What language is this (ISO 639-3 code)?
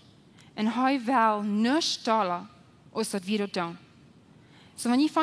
pdt